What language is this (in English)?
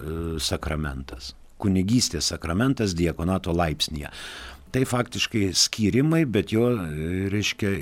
Lithuanian